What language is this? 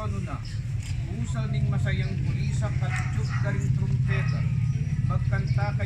Pampanga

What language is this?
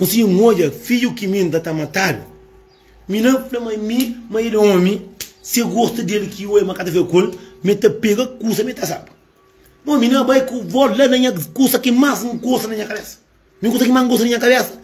Kabuverdianu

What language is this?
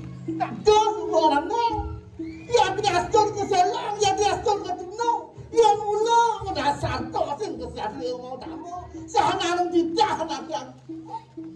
Balinese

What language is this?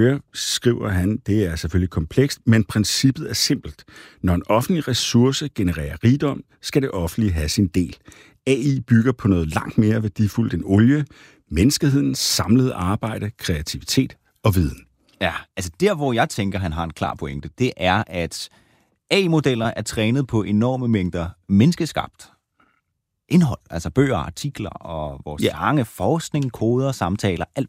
Danish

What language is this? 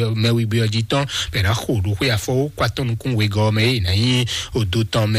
Fon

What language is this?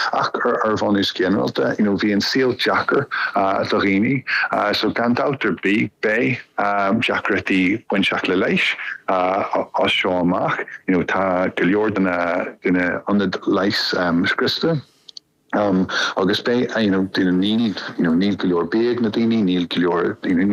Irish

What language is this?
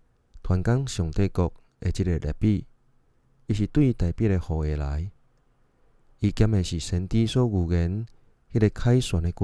Min Nan Chinese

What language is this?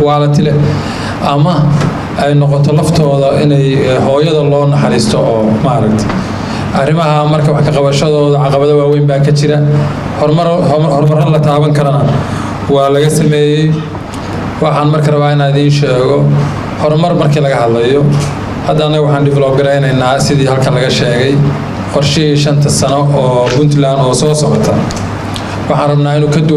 Somali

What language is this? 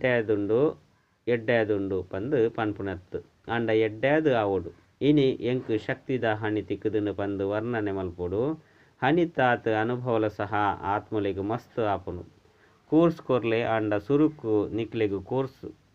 Tulu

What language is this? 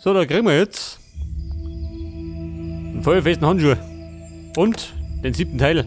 Bavarian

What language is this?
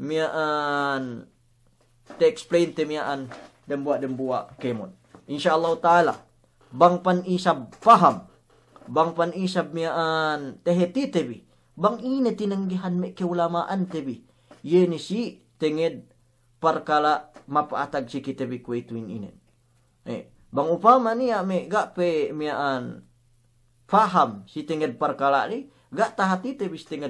Yakan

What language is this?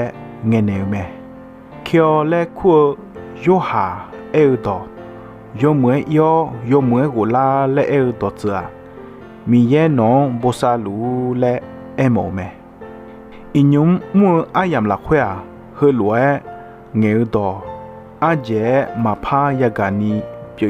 Akha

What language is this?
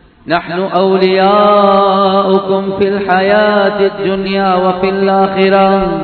Tamil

